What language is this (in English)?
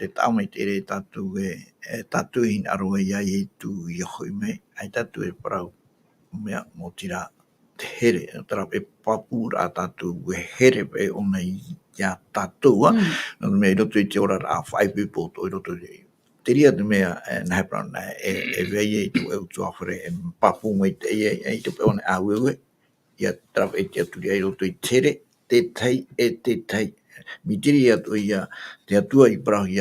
Tahitian